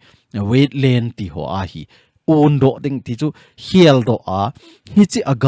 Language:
Thado Chin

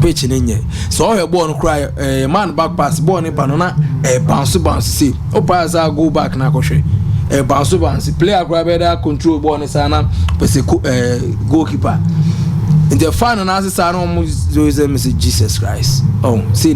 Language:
Akan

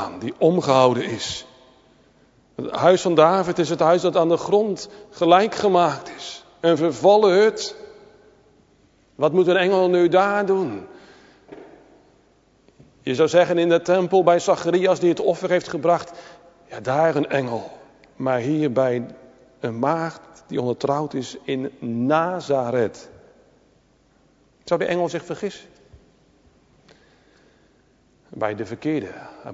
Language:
Dutch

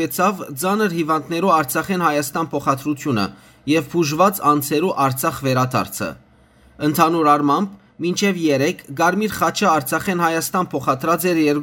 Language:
Western Armenian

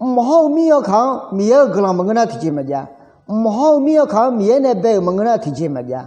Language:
Akha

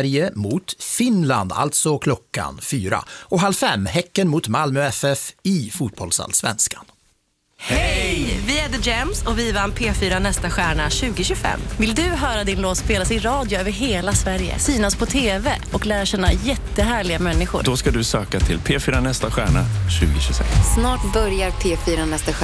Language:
Swedish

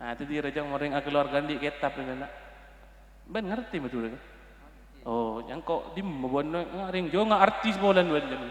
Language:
Madurese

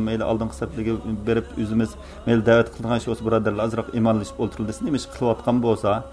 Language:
Uyghur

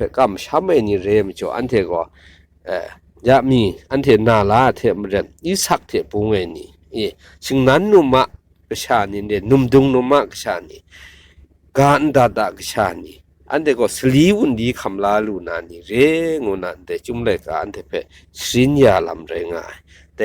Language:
Kachin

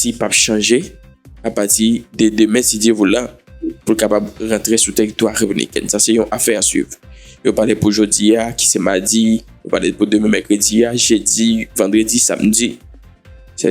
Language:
Haitian Creole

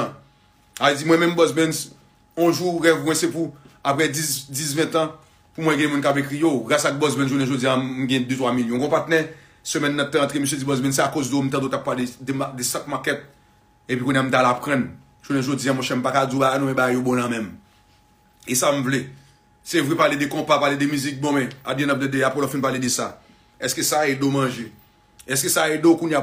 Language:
Haitian Creole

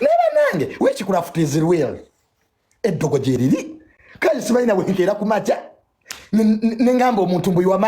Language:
Ganda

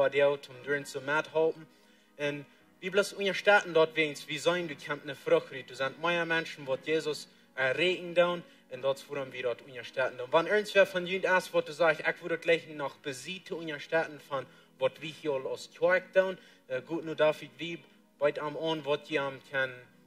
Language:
Plautdietsch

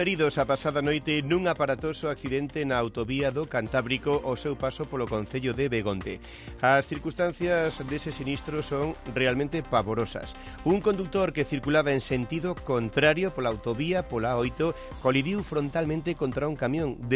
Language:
Galician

